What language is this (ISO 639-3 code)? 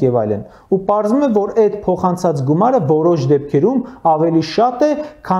hye